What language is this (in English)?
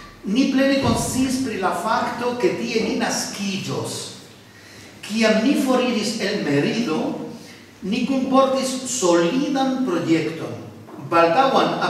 Esperanto